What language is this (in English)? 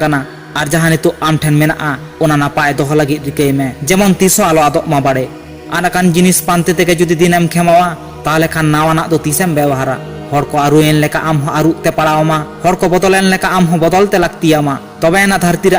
Santali